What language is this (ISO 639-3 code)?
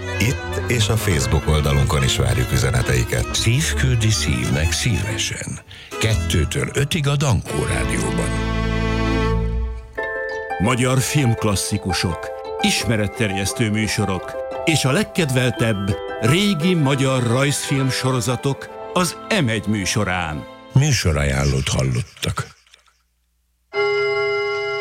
hun